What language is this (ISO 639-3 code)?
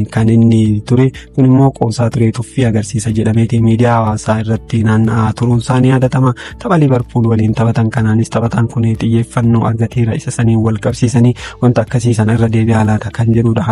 orm